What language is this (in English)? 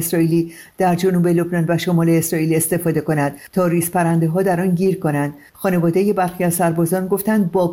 Persian